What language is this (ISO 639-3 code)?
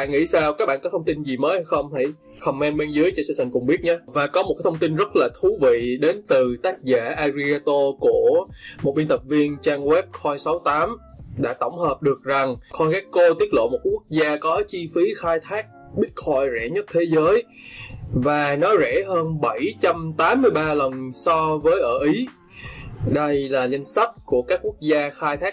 vie